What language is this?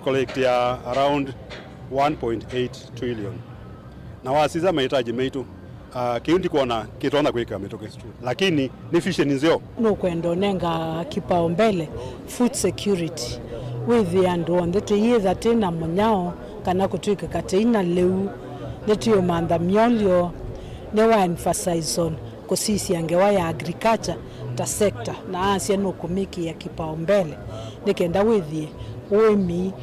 Kamba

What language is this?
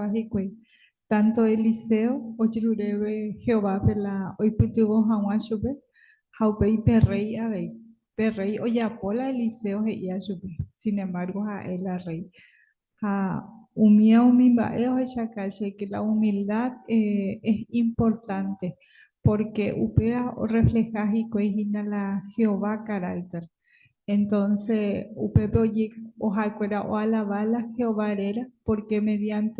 Guarani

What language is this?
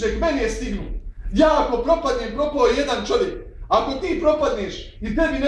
Bosnian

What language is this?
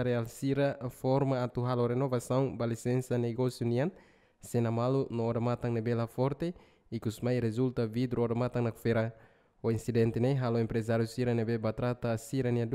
Tetum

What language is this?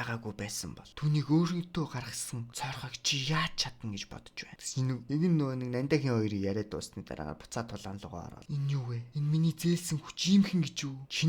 Mongolian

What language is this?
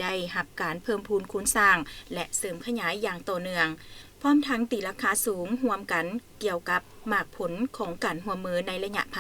Lao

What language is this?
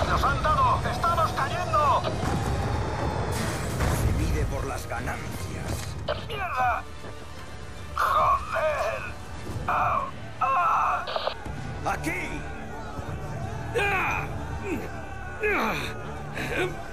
Spanish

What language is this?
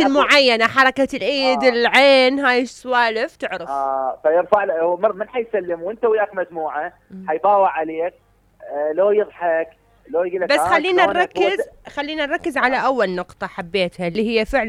Mesopotamian Arabic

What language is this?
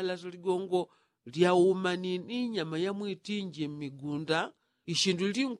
Yao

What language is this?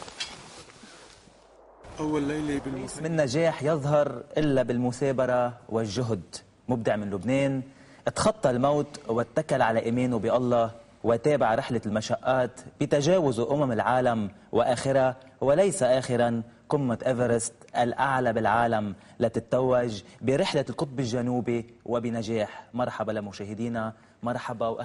North Levantine Arabic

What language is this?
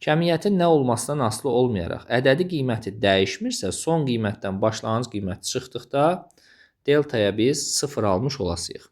Azerbaijani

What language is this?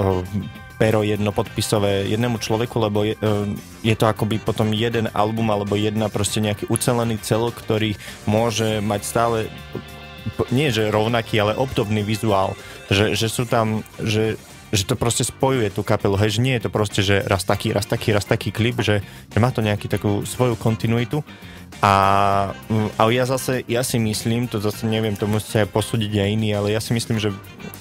Slovak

